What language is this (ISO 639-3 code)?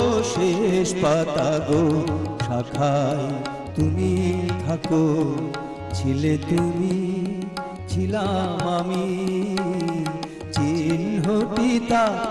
ben